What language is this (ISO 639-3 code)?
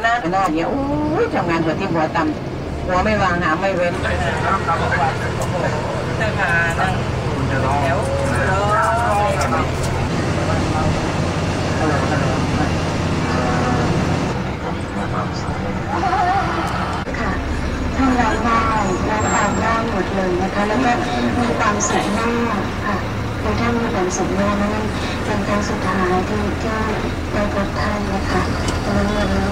tha